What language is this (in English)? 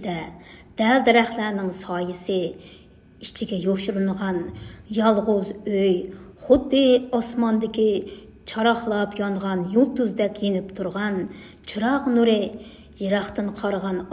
Uyghur